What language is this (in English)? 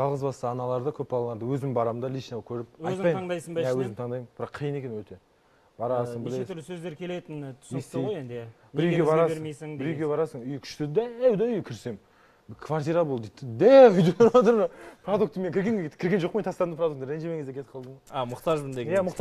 Kazakh